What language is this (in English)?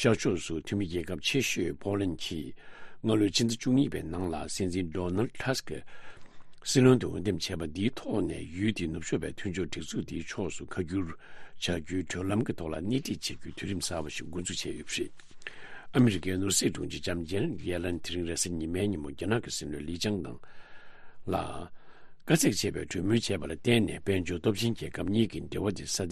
Tibetan